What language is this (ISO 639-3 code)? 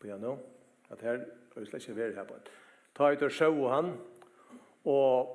fao